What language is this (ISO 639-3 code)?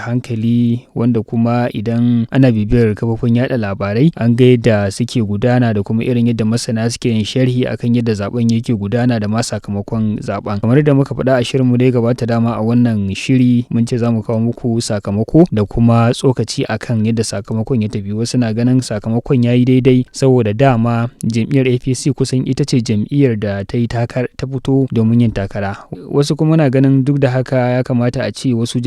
hau